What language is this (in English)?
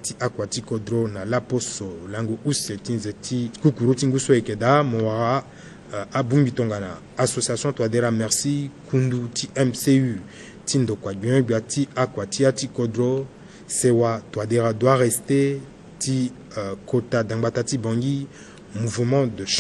Sango